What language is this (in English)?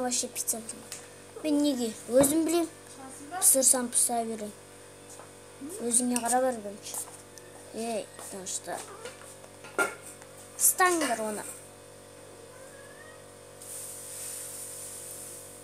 Kazakh